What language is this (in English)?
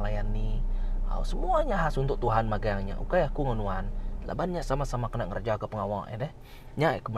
Iban